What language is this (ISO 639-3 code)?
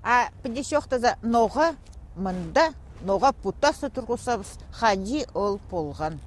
kjh